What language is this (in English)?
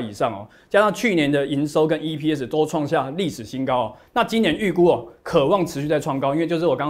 Chinese